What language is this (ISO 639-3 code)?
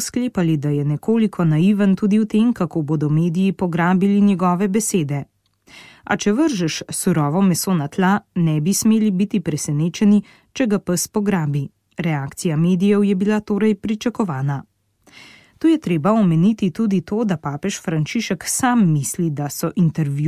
slv